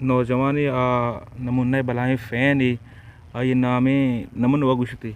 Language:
Eastern Balochi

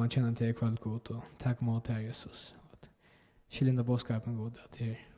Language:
Faroese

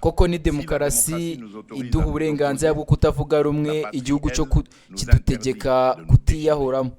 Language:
Kinyarwanda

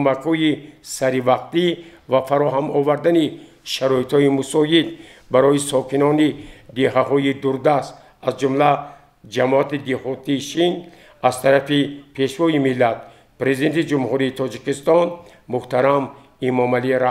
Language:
Tajik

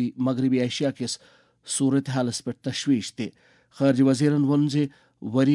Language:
Kashmiri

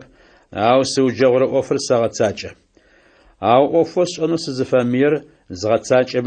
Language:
Adyghe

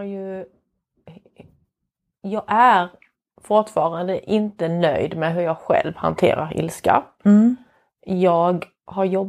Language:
Swedish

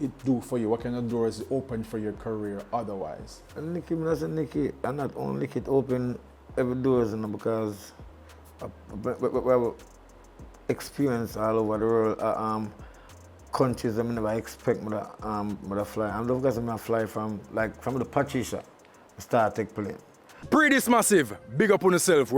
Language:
Jamaican Creole English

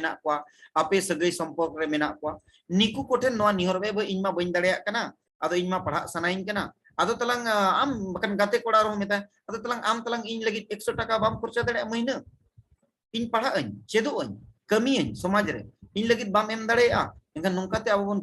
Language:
Santali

